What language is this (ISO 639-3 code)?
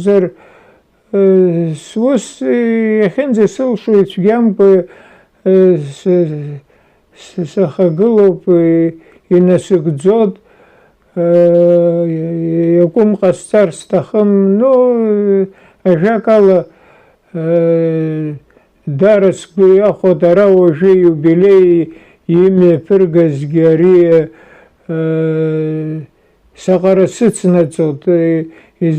abk